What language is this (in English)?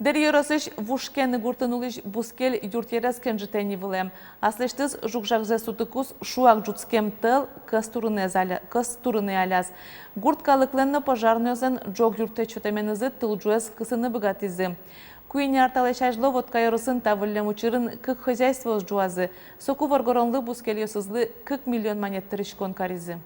Udmurt